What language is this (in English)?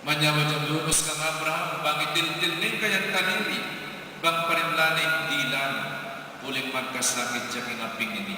Pampanga